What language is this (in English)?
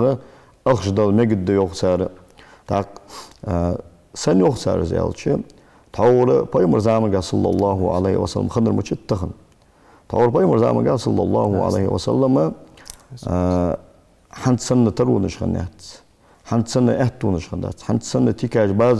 Ingush